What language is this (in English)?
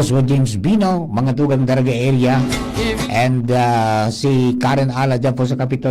Bikol